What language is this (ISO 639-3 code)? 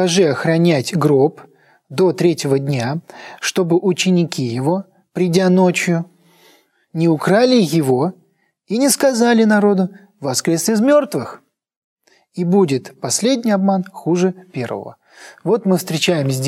rus